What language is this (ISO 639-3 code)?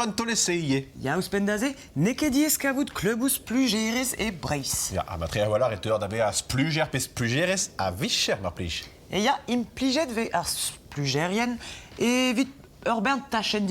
bre